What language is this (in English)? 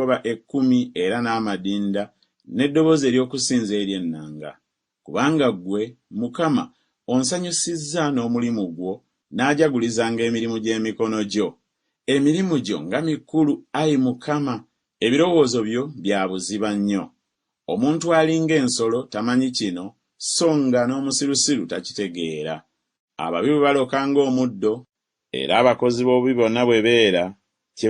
Ganda